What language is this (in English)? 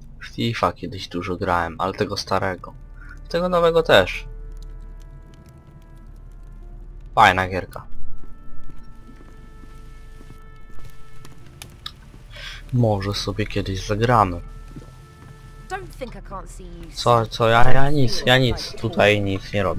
Polish